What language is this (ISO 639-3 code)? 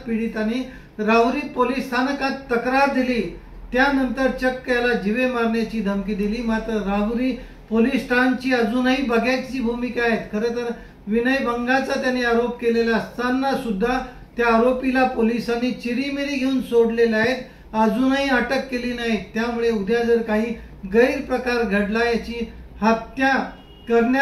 mar